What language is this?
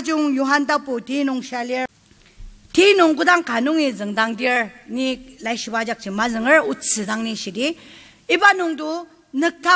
Ao Naga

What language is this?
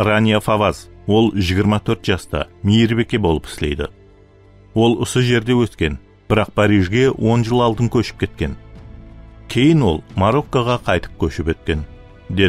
Kara-Kalpak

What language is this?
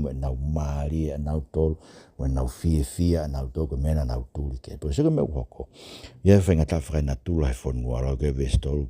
Tongan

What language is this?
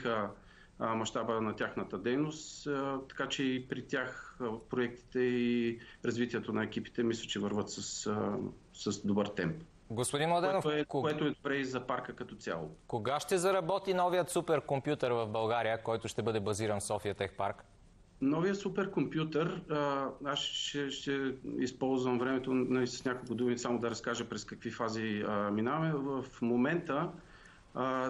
Bulgarian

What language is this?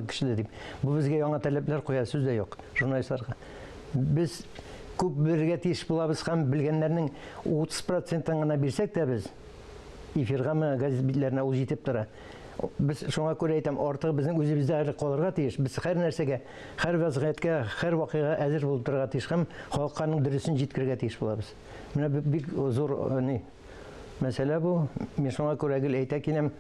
Tatar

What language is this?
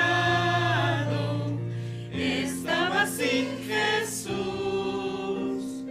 Aymara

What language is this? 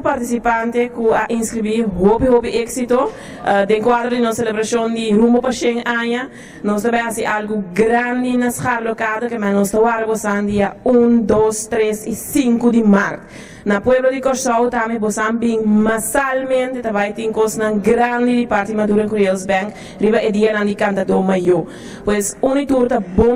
Papiamento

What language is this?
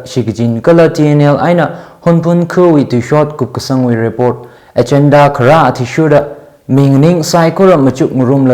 Tangkhul Naga (India)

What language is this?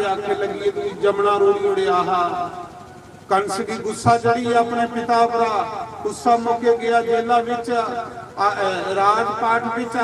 Dogri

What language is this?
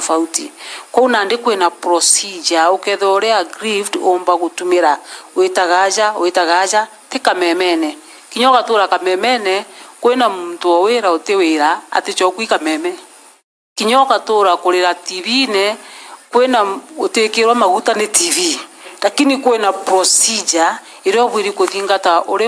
Meru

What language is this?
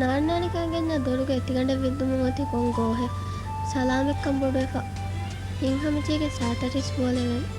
Divehi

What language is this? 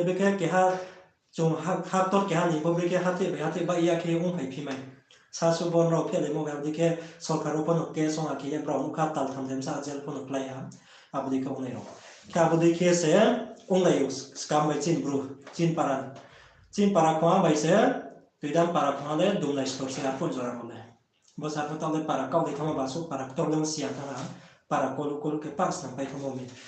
Riang (India)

